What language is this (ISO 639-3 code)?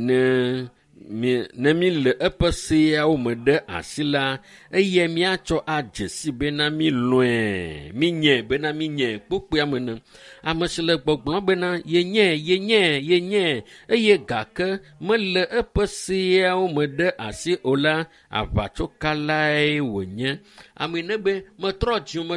ewe